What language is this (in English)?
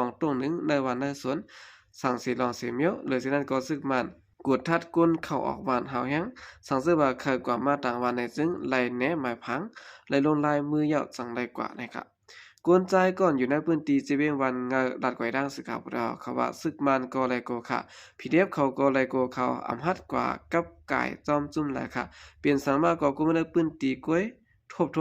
Shan